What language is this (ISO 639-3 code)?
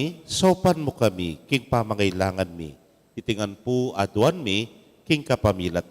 pam